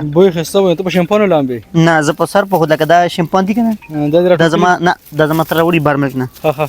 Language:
Pashto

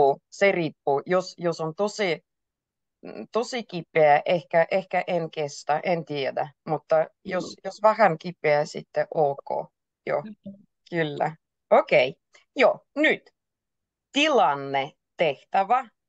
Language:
Finnish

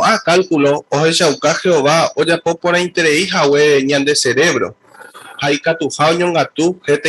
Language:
Guarani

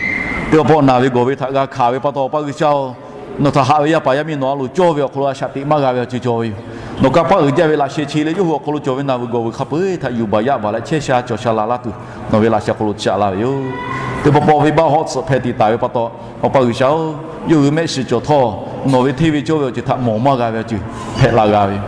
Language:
Lahu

